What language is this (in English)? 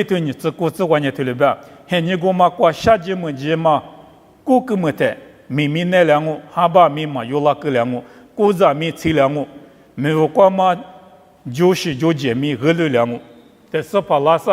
Lisu